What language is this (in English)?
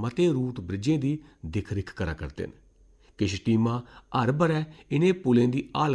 Dogri